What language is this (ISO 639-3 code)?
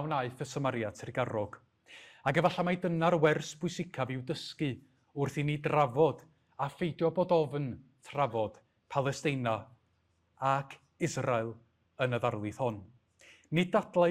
cym